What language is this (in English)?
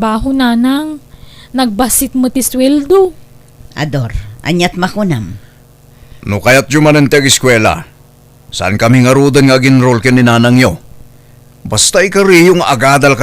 Iloko